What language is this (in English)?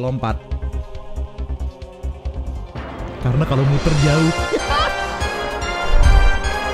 Indonesian